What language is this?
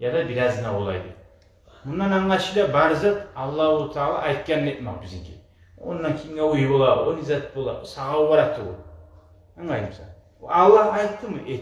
Kumyk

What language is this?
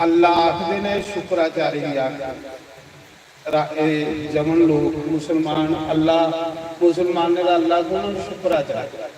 Dogri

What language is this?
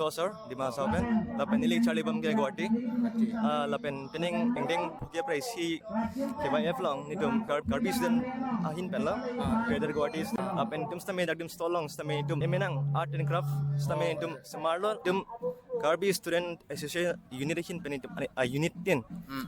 Karbi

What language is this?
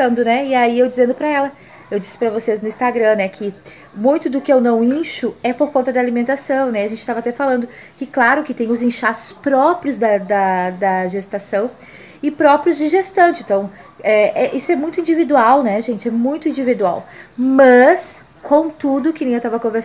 Portuguese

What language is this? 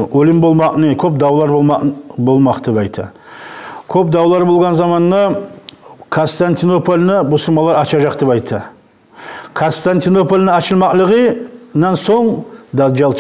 Kumyk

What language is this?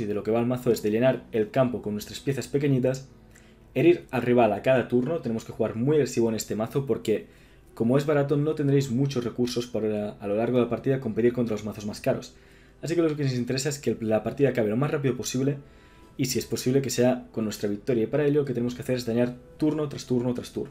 Spanish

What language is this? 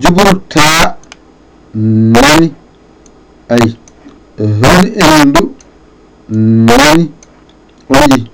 Fula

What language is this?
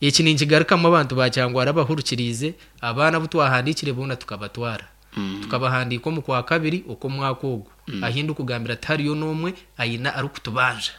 Nyankole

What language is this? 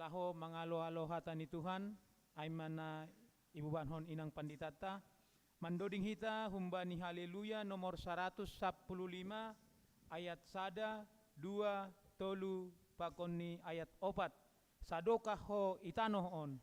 Batak Simalungun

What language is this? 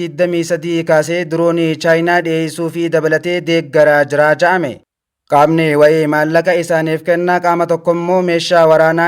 Oromo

